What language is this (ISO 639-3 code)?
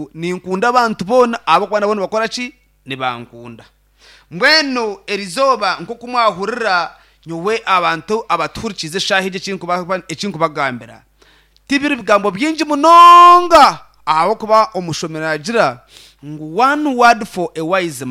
nyn